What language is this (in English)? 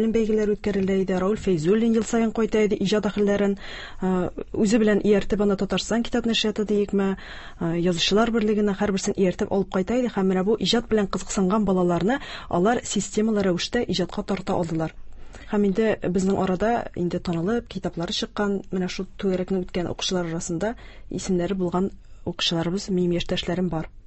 Tatar